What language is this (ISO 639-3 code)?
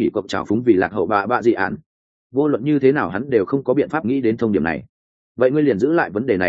vie